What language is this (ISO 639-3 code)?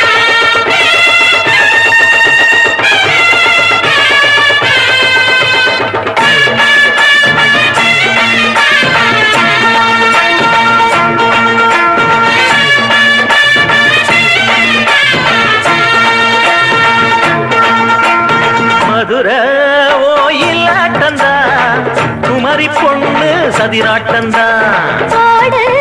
tam